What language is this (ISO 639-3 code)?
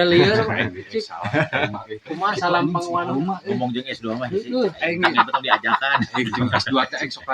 sun